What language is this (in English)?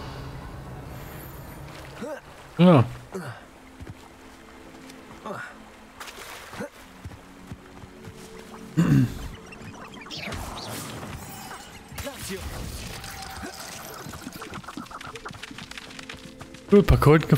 German